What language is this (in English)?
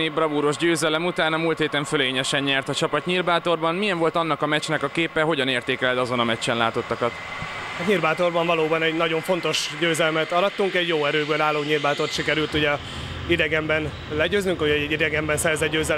Hungarian